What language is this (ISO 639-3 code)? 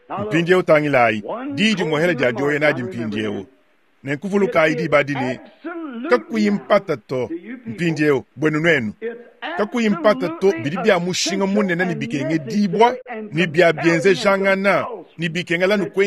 lua